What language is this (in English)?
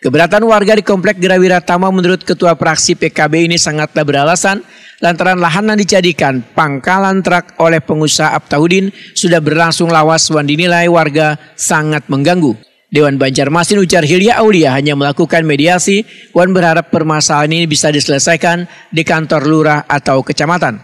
Banjar